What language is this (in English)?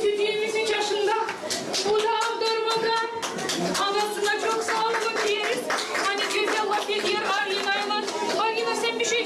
Gagauz